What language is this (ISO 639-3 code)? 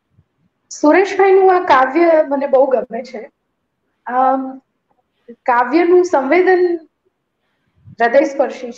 guj